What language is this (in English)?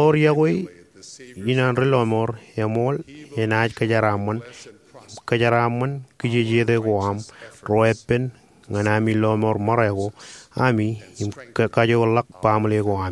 Marshallese